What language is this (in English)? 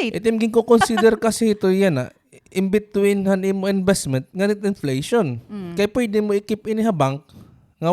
Waray